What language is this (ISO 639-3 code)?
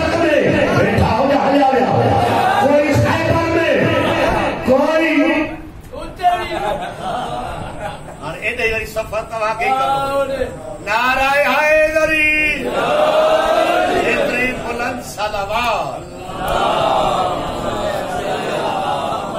urd